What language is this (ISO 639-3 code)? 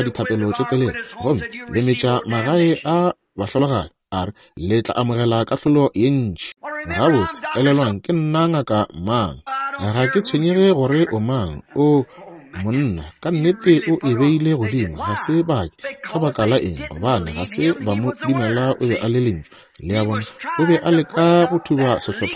nso